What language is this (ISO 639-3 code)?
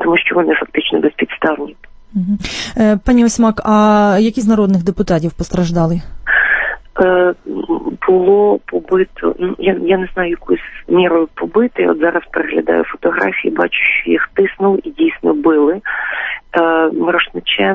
ukr